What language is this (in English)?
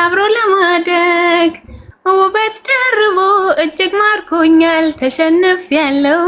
Amharic